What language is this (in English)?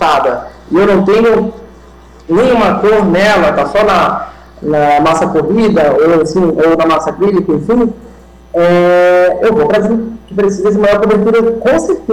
Portuguese